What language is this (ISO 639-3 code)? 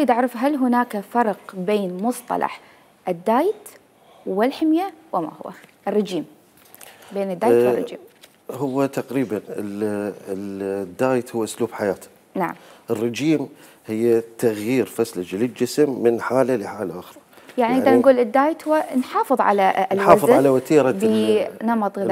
acm